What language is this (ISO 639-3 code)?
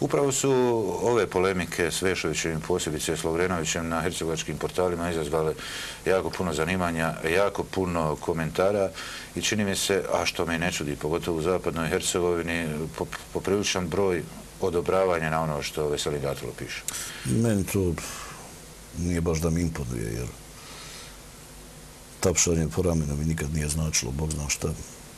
bos